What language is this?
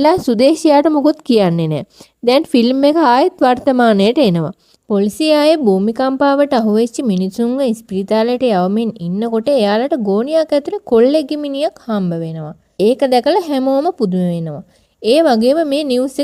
Sinhala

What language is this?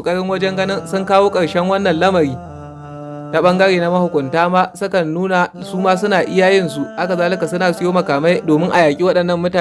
Hausa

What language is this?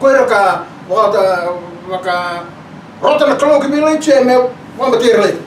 Fijian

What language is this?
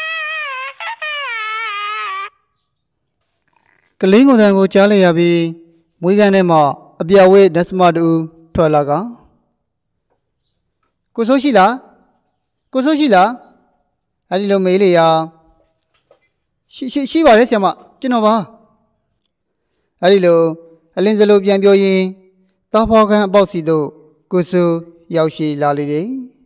Burmese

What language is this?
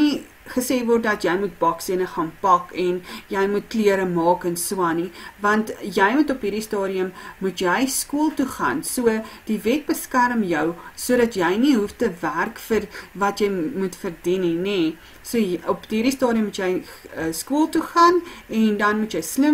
Afrikaans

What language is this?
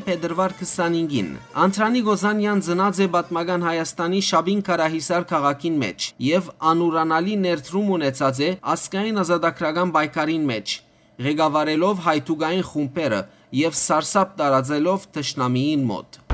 Western Armenian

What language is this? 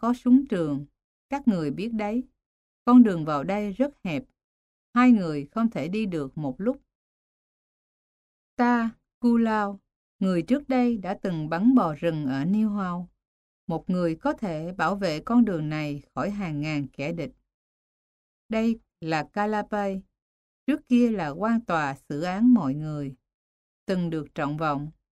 Vietnamese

